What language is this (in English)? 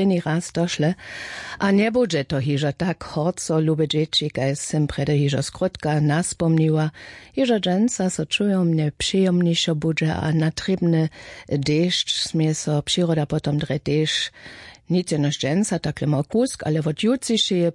Upper Sorbian